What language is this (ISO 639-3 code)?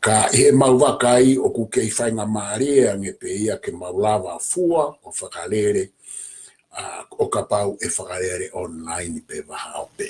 ton